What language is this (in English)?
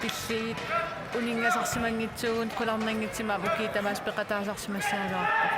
Kalaallisut